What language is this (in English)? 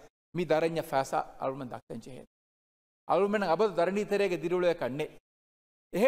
Divehi